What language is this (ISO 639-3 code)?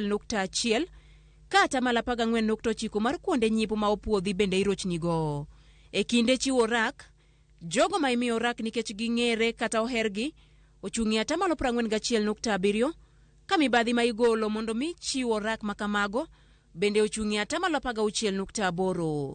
luo